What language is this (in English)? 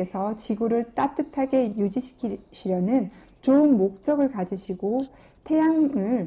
Korean